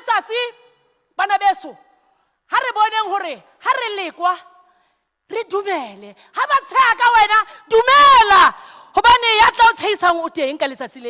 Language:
Southern Sotho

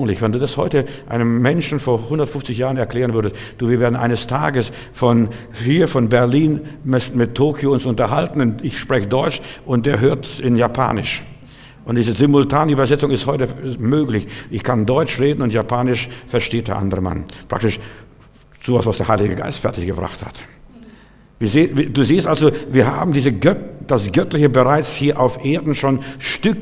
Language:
German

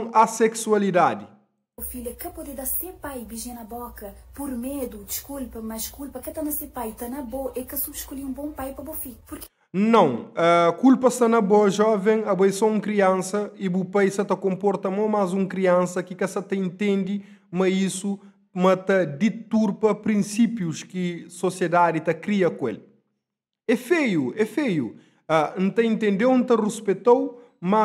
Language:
Kabuverdianu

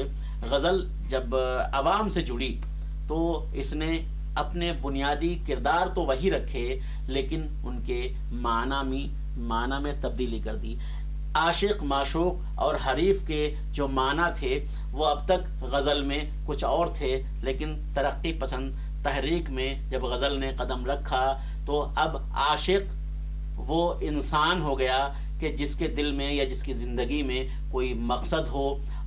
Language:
Urdu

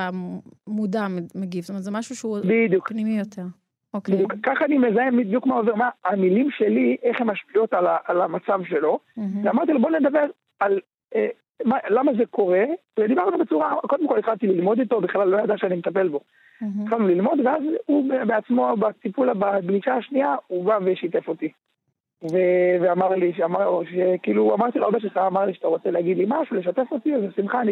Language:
Hebrew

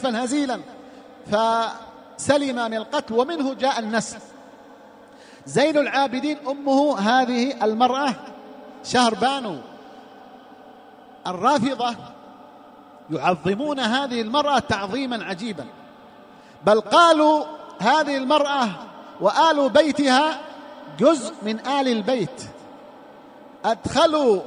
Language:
Arabic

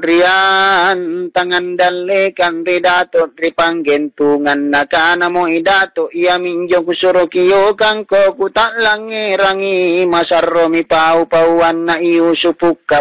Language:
Makasar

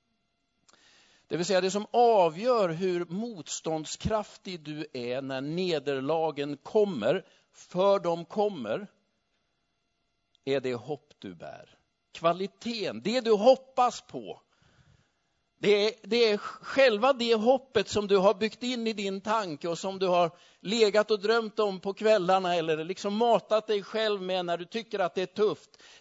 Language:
Swedish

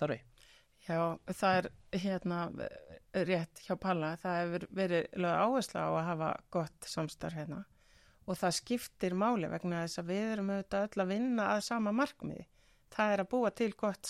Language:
Icelandic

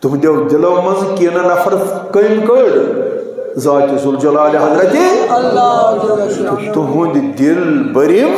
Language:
Kashmiri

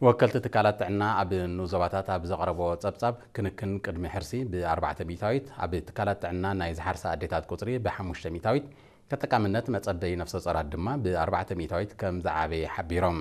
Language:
Tigrinya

